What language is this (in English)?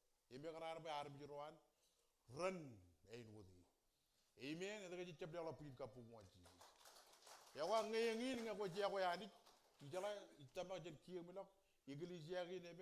Marshallese